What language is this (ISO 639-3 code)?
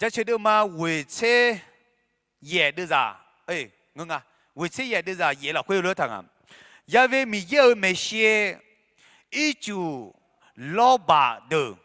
ahk